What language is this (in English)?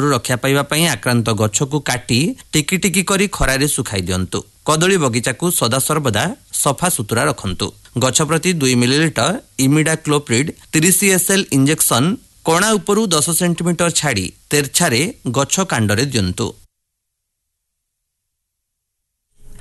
Odia